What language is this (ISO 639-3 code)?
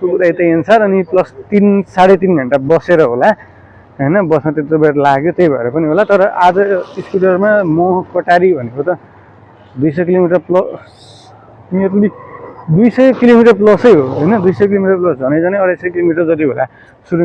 nep